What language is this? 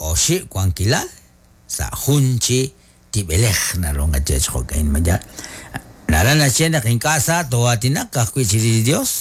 Kekchí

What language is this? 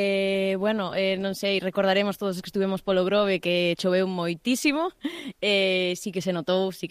Galician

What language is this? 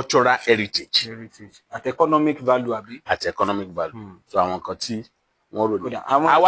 Yoruba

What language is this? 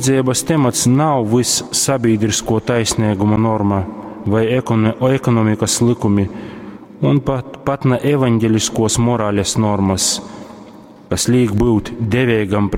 Latgalian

